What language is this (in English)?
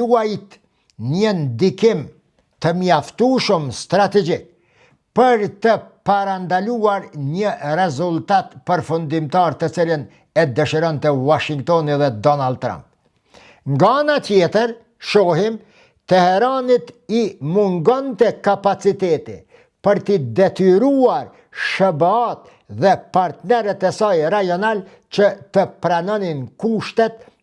Albanian